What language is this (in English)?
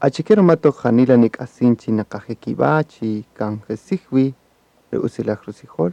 Kaqchikel